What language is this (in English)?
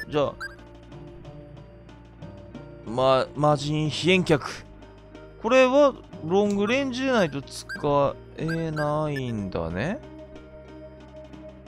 Japanese